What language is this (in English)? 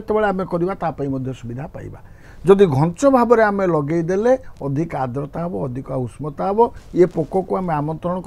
Odia